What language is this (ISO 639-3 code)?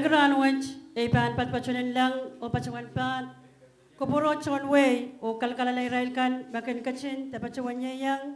pon